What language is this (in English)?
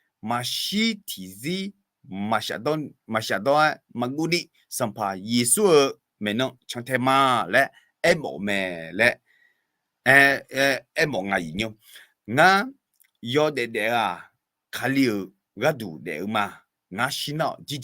Akha